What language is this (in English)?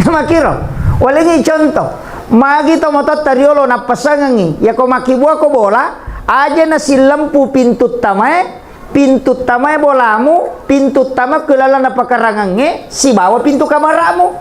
Buginese